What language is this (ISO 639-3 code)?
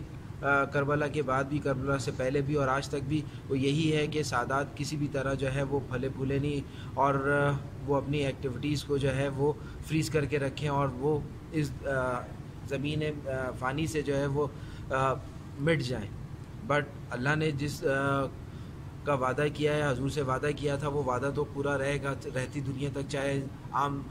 urd